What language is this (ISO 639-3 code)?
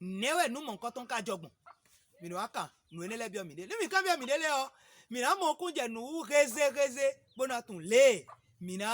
fon